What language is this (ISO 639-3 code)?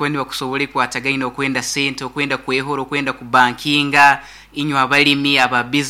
nyn